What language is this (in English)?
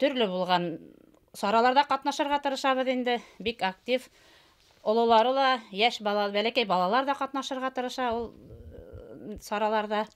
Bashkir